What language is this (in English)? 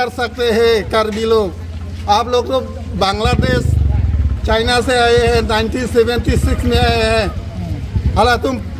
Karbi